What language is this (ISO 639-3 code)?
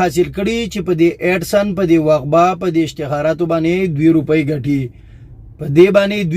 pus